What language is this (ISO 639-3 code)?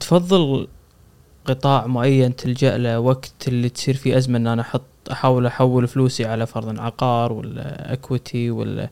afb